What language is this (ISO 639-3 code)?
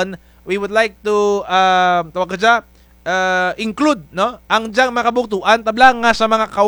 krj